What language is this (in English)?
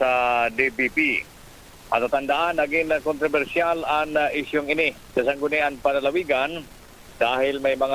Bikol